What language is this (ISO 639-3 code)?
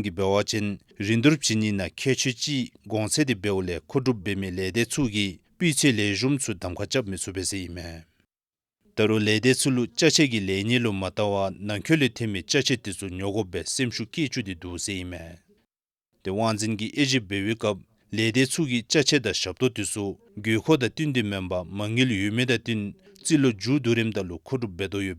dzo